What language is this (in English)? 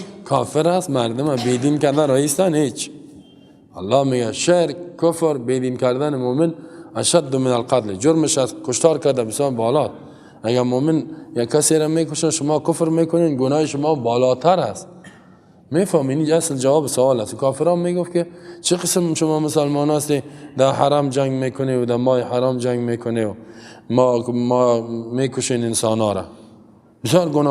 Persian